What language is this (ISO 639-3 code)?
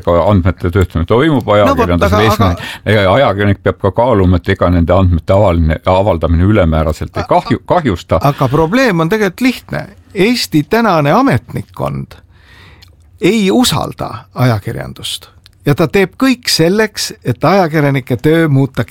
est